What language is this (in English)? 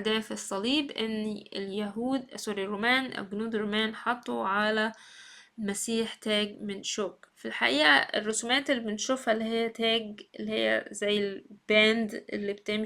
Egyptian Arabic